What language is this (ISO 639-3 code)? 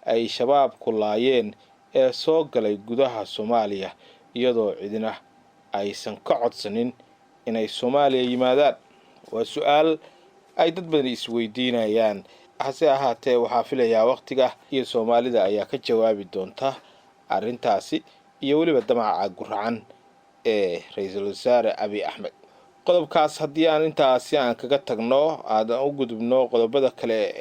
som